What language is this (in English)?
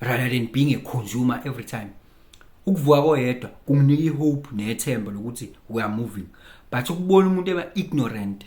Zulu